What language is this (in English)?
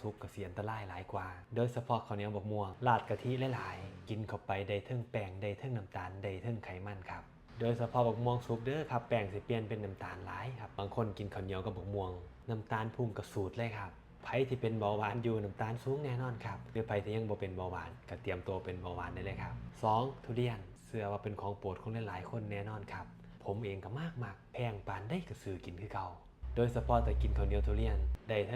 Northeastern Thai